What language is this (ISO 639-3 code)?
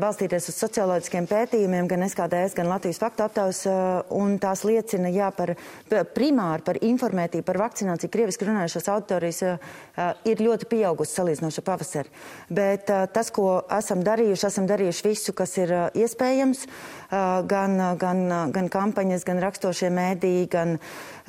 lav